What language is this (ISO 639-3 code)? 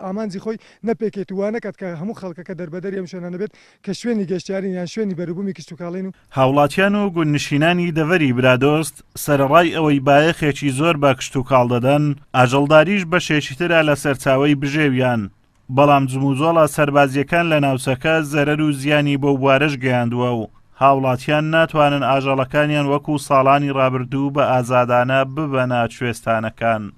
ckb